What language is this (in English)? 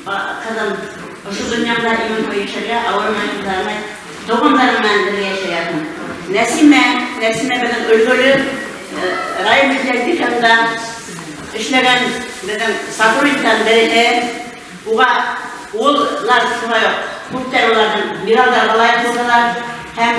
Bashkir